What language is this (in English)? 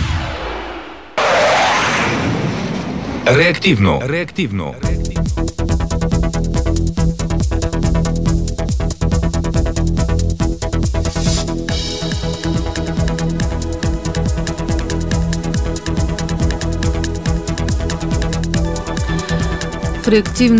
Bulgarian